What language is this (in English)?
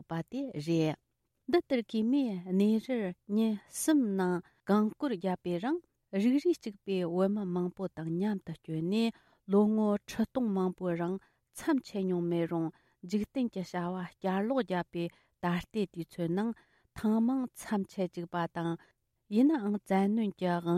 Tibetan